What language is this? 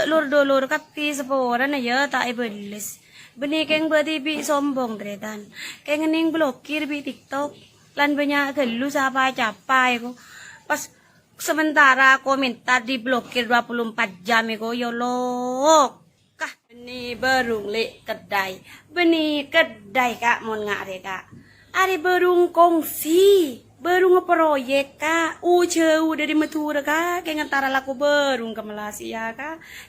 Madurese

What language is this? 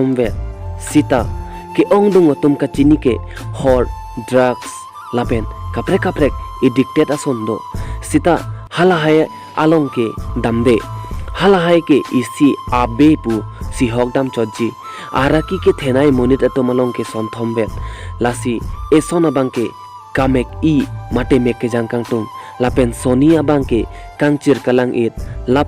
Karbi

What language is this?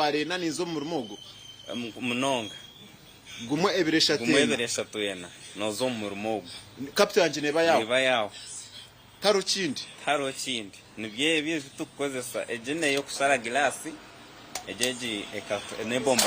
Nyankole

